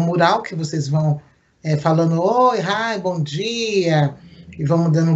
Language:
Portuguese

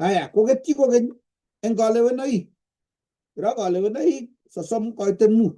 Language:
Kalenjin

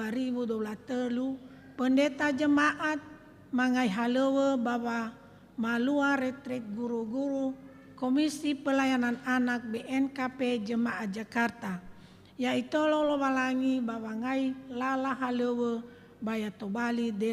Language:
Nias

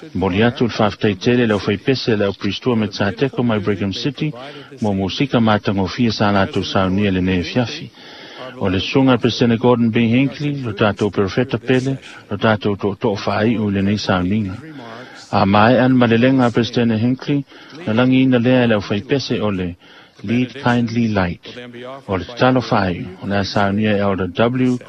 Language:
Samoan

